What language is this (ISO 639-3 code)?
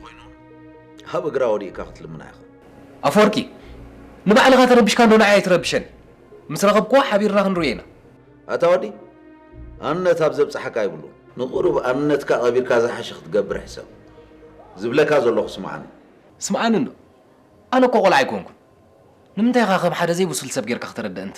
tir